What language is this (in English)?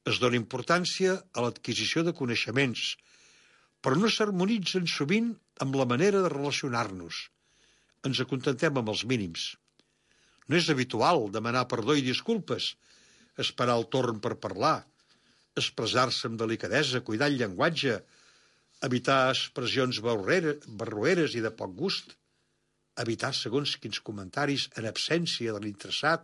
Catalan